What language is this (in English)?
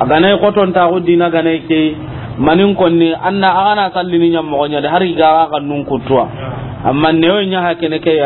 Soninke